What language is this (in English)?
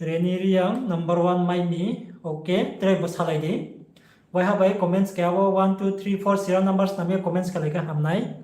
Riang (India)